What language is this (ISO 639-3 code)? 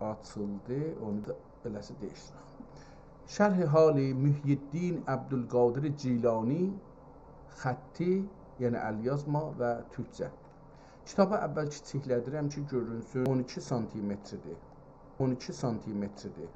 azb